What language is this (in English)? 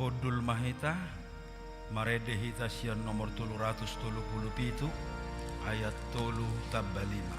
Batak Toba